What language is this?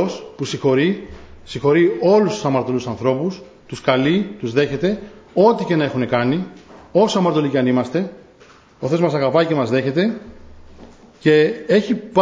Greek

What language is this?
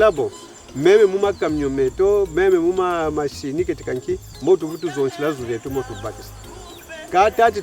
Kongo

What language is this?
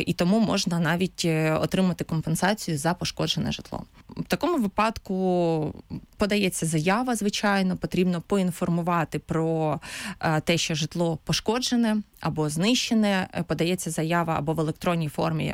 Ukrainian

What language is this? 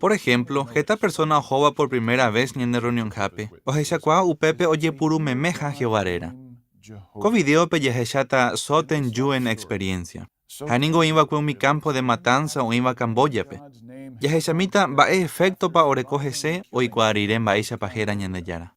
Guarani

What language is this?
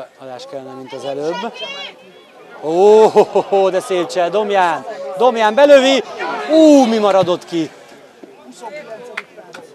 Hungarian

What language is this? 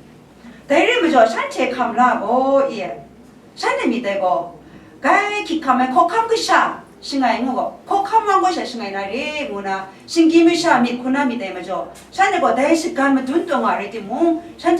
Kachin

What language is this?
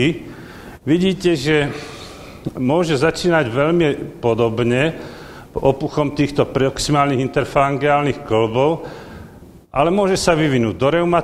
Slovak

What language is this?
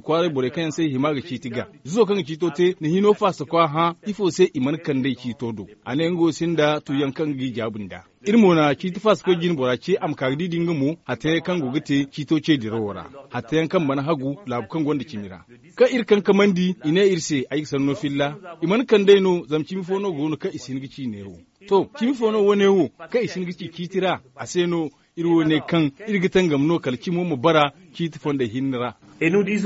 Zarma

